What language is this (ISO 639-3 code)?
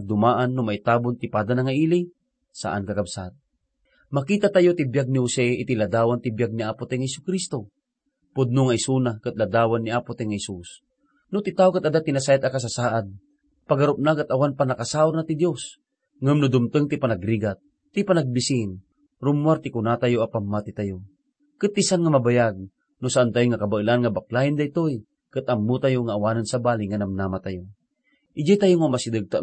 ilo